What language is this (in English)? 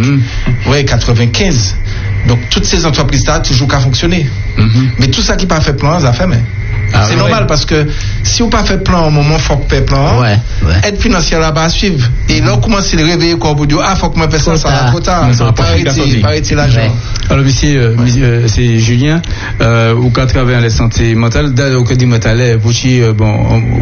French